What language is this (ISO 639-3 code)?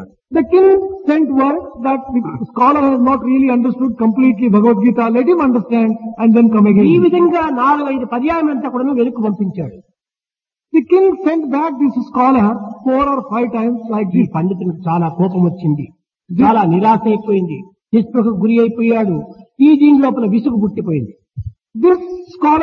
tel